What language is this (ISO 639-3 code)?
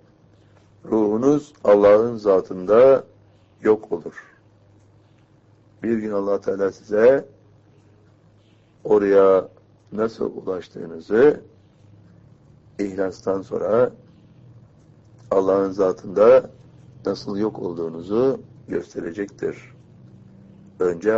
tur